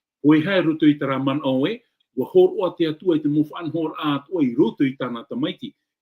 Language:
Tahitian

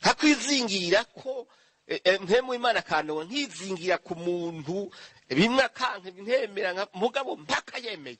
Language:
Rundi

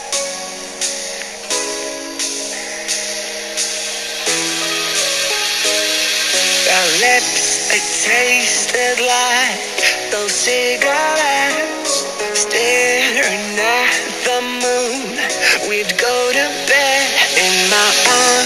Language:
English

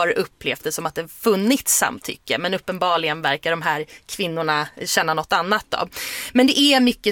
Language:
Swedish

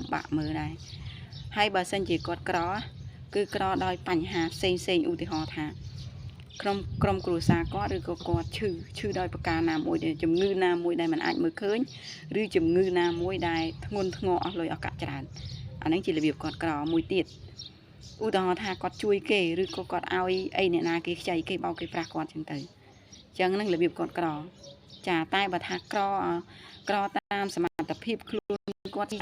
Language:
Khmer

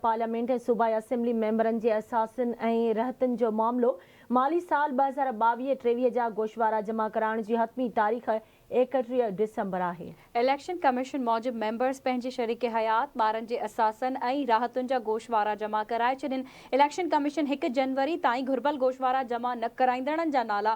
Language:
Sindhi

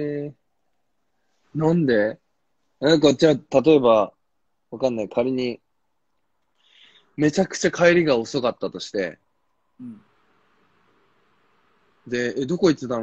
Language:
Japanese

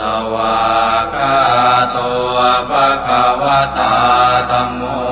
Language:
Pali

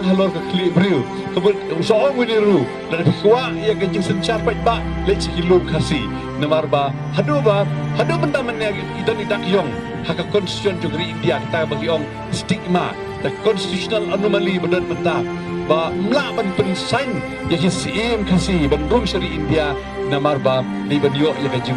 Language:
Khasi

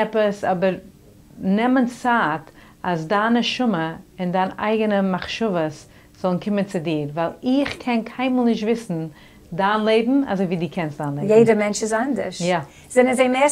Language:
Yiddish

